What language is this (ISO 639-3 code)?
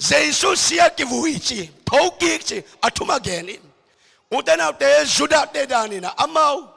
ctd